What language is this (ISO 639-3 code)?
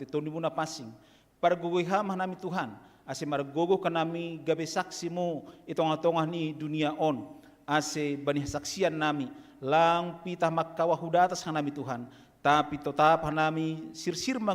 bts